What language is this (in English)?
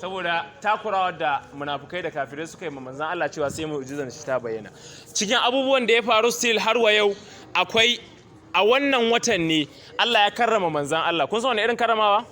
Hausa